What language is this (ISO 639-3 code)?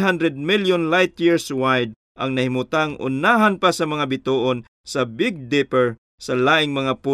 ceb